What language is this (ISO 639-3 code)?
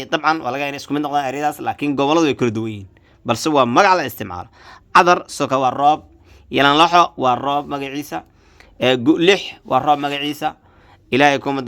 som